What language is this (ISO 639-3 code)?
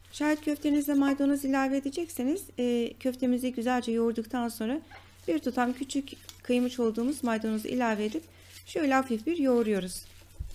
tur